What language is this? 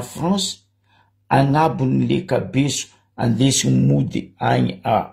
Malagasy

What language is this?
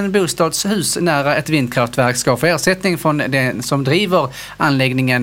Swedish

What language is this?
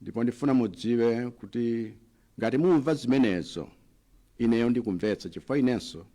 Nyanja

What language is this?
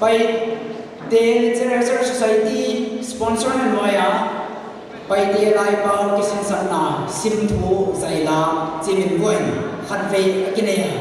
Paite Chin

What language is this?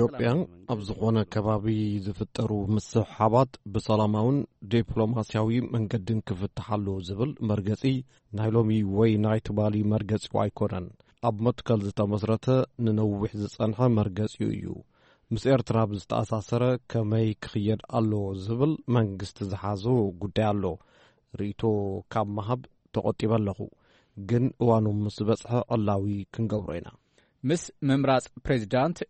Tigrinya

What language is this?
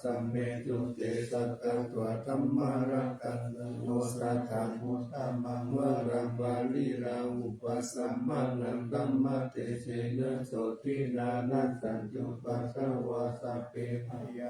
Pali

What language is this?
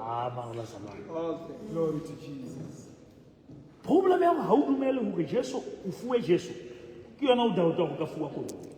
Southern Sotho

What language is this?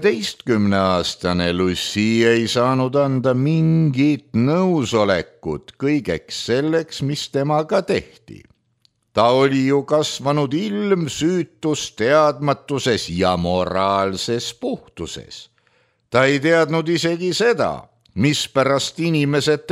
Estonian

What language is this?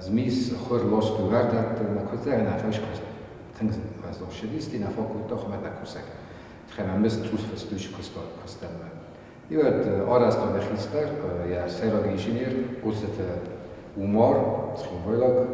Ossetic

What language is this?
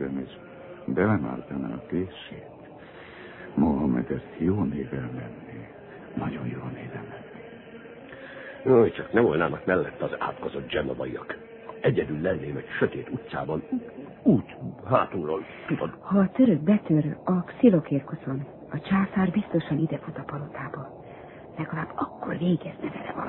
Hungarian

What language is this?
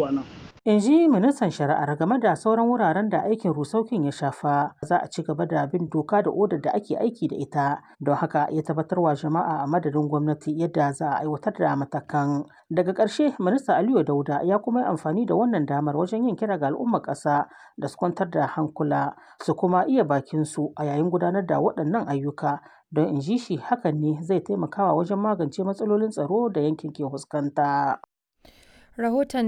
Hausa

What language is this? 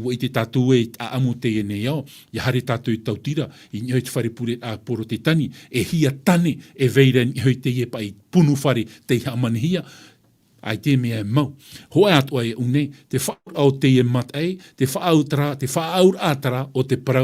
Tahitian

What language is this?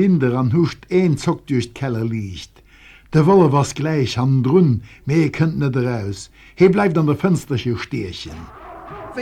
Luxembourgish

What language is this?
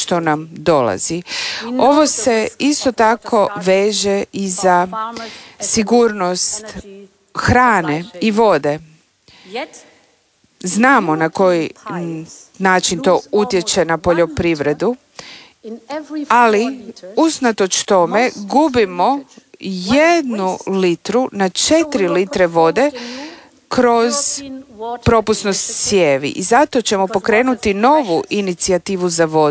Croatian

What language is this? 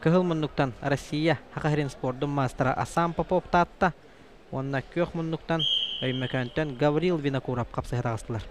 Yakut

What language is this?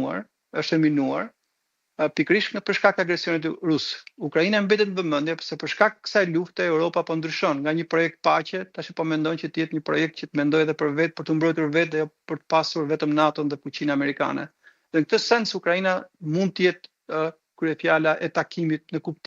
Albanian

